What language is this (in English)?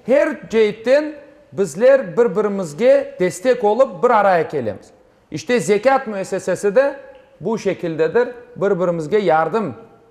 Crimean Tatar